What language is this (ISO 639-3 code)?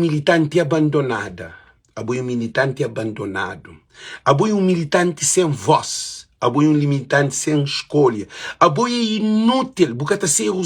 kea